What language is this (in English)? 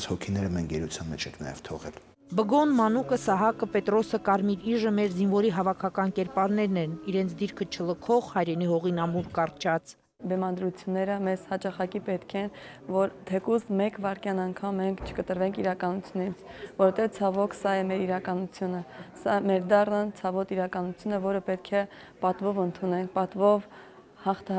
Armenian